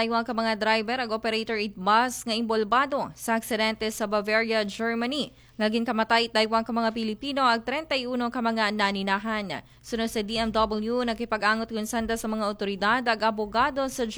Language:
Aklanon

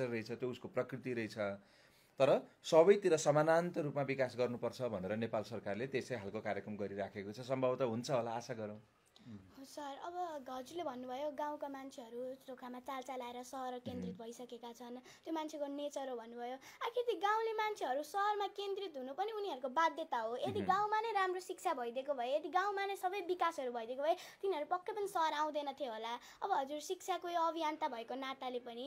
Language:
Nepali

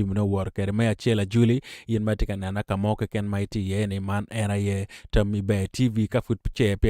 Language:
Acoli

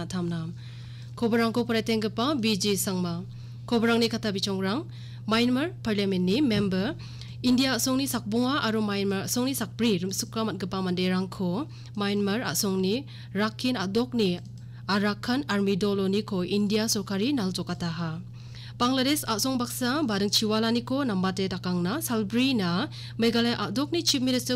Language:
Garo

